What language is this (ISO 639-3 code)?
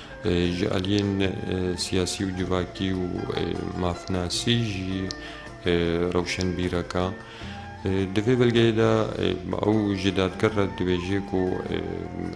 kur